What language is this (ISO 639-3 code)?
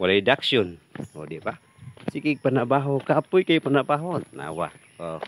ceb